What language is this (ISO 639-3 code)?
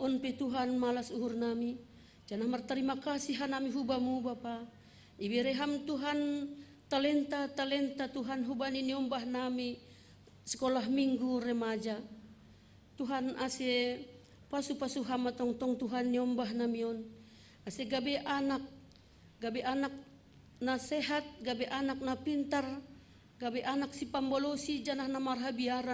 bts